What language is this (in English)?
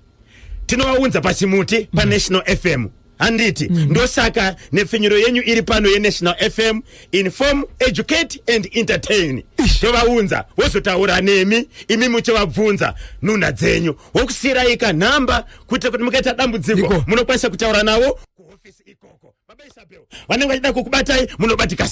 Shona